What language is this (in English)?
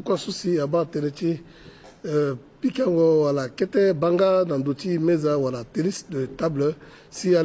Sango